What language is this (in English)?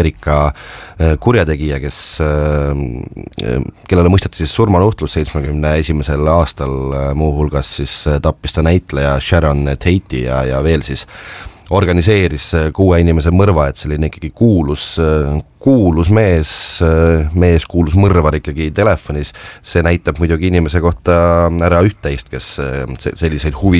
Estonian